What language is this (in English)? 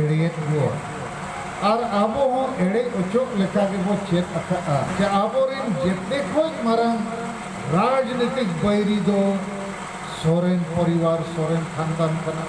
Santali